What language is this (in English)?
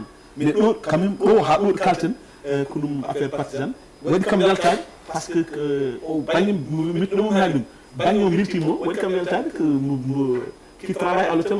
Fula